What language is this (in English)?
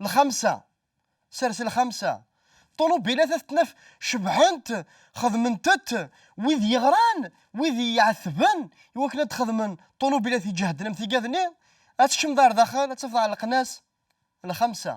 Kabyle